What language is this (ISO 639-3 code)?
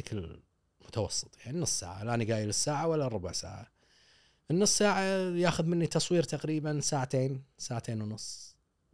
afb